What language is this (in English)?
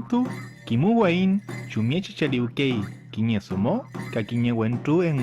Mapuche